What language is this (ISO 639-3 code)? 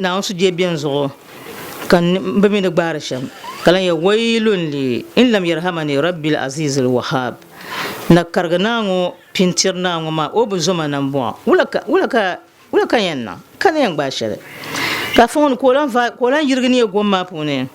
dag